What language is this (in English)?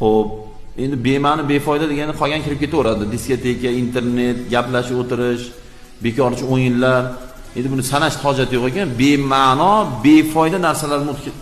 Uzbek